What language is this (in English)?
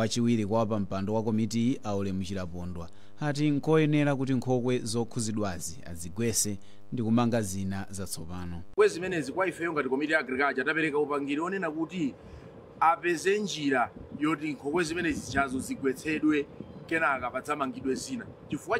Nyanja